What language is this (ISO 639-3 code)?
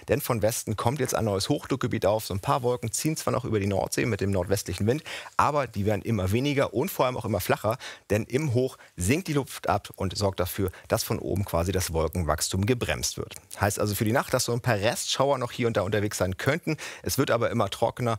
deu